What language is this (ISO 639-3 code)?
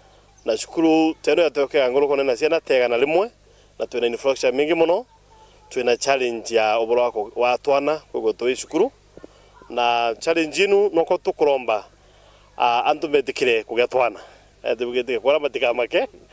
mer